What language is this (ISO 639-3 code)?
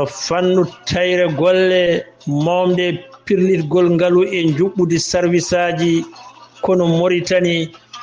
ful